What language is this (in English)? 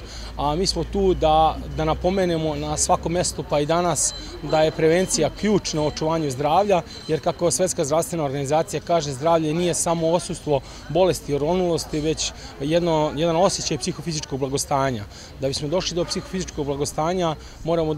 Serbian